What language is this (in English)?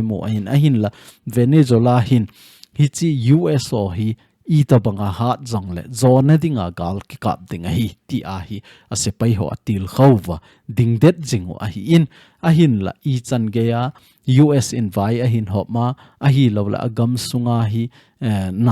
Thado Chin